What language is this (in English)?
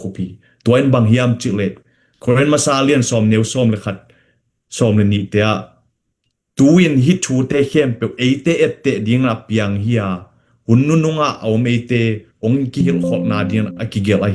Tedim Chin